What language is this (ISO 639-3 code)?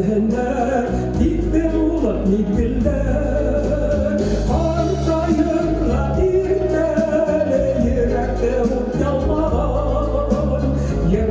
bak